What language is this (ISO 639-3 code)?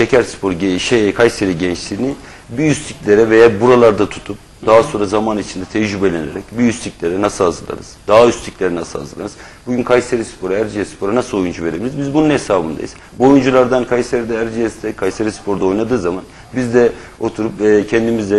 tur